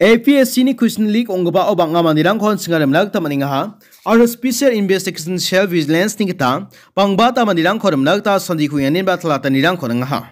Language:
Garo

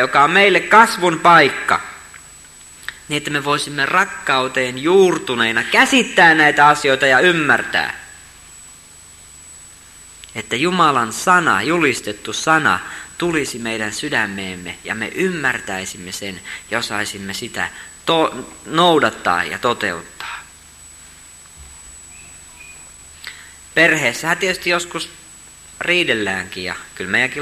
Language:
Finnish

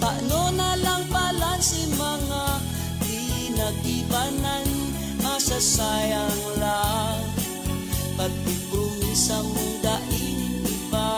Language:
Bikol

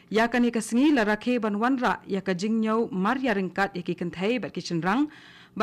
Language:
Khasi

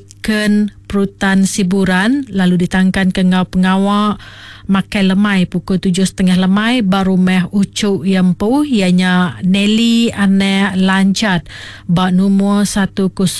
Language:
Iban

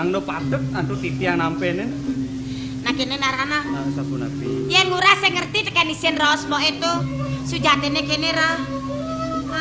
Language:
Balinese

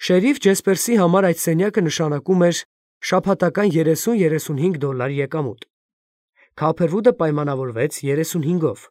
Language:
Armenian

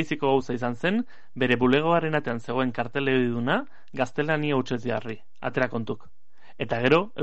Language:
Basque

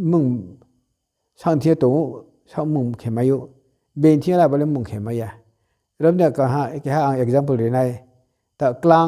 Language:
Riang (India)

